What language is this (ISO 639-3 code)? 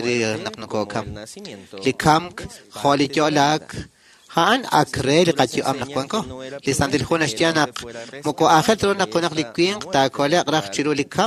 kek